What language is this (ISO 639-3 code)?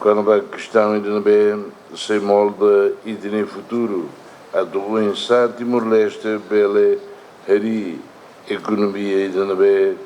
tet